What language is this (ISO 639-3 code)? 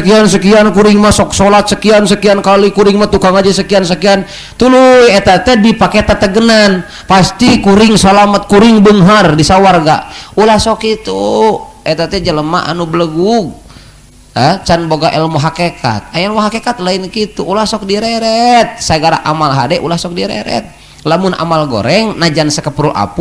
sun